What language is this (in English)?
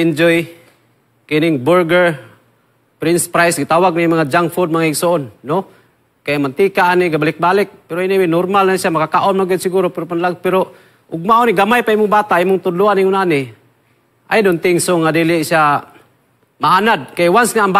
Cebuano